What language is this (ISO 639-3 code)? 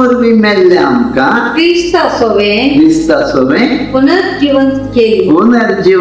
kok